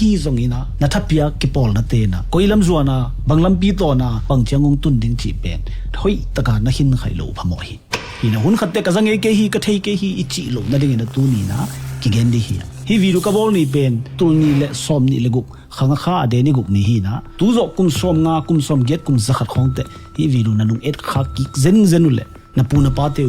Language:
Tedim Chin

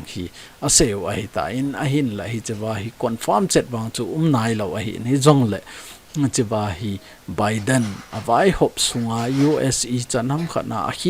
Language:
Thado Chin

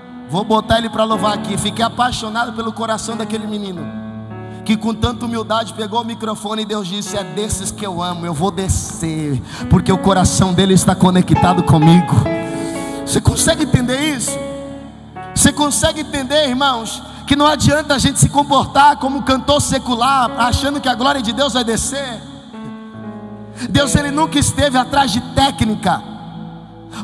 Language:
Portuguese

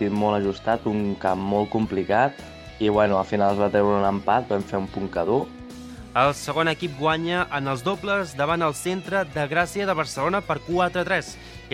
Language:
Catalan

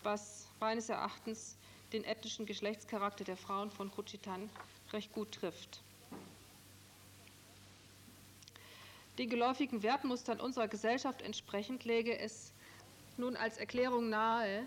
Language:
German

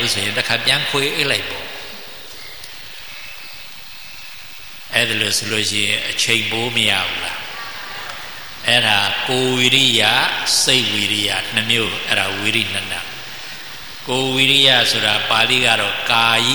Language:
Burmese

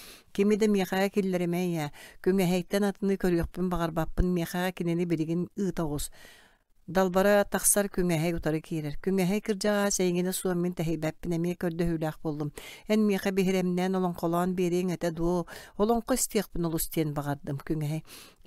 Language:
Yakut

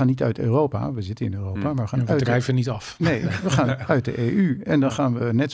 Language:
Dutch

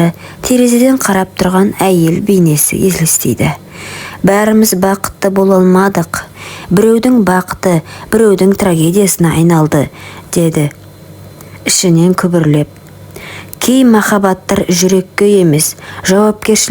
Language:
Kazakh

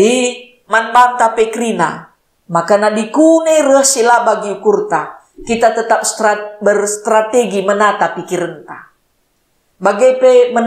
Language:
Batak Karo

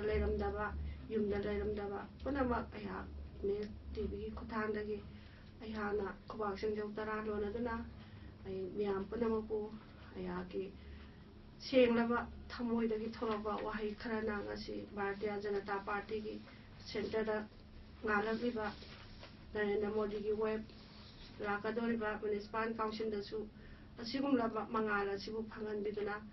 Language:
Manipuri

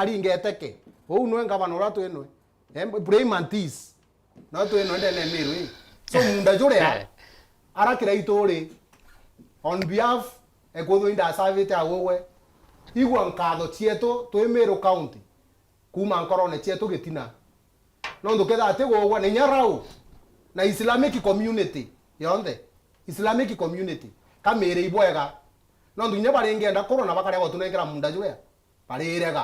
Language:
Meru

